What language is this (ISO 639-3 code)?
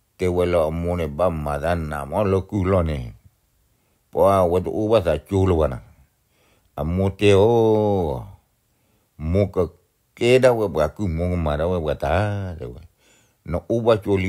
ksw